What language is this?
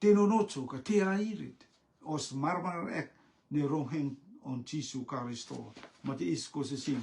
Rotuman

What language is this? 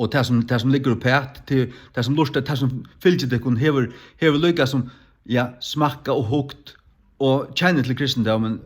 Faroese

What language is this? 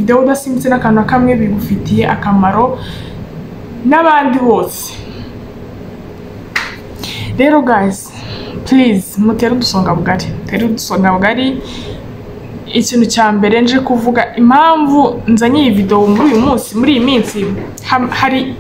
Kinyarwanda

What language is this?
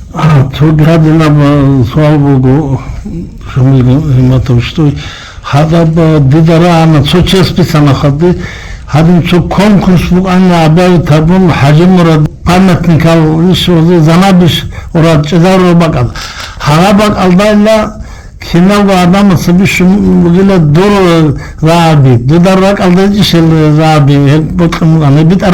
Avaric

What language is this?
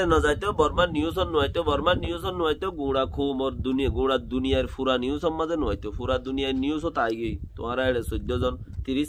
Rohingya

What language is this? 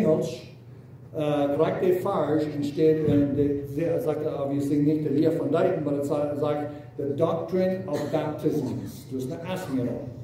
Plautdietsch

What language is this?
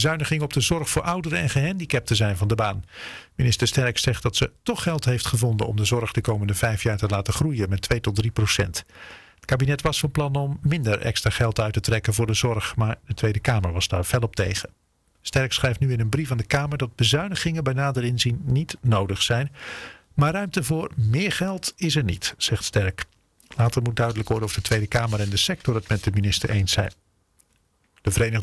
Dutch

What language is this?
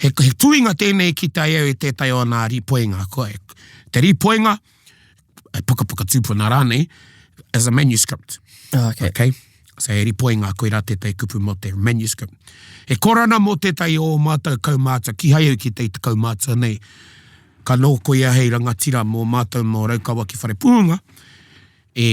Māori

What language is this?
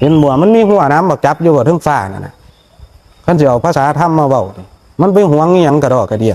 Northeastern Thai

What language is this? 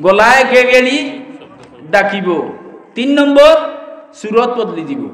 Sylheti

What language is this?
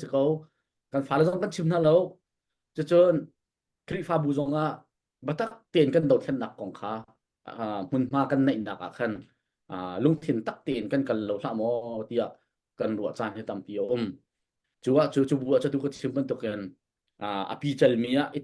Hakha Chin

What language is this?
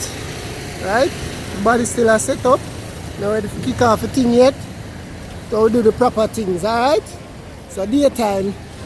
Jamaican Creole English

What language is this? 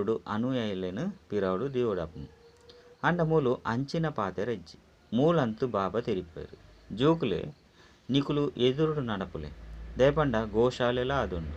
Tulu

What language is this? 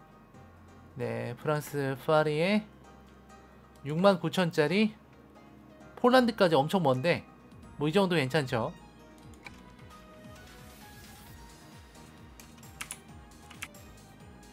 Korean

